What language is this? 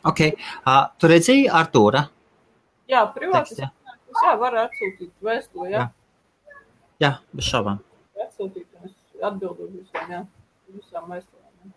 Latvian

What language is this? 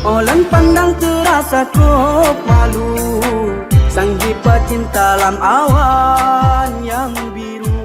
Achinese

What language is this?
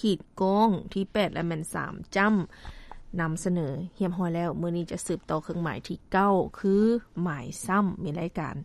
Lao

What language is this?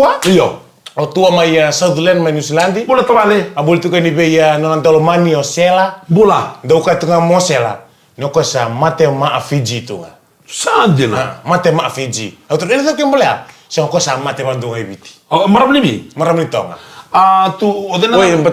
Fijian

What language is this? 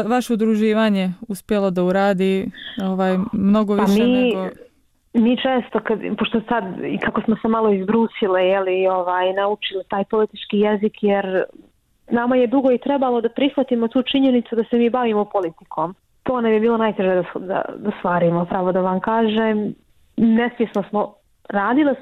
Bosnian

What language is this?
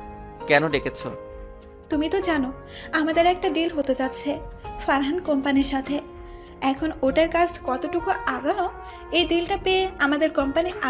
Bangla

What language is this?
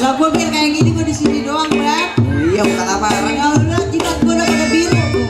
Betawi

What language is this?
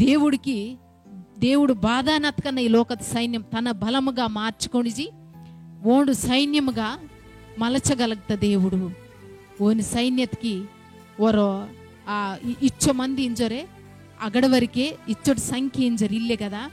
Koya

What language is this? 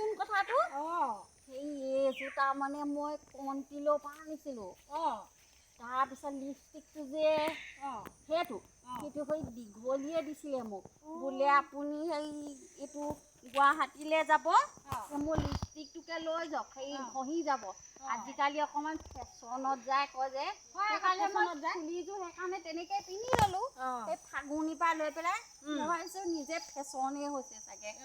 Assamese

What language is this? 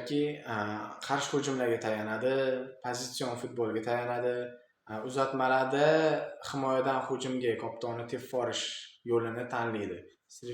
Uzbek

